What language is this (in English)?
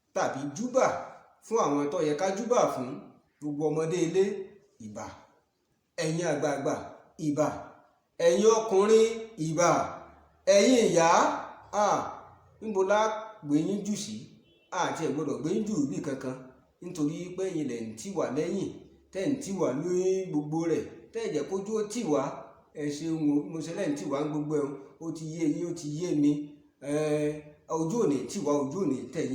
Yoruba